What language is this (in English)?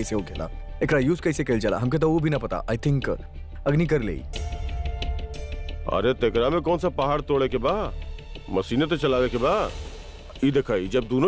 Bhojpuri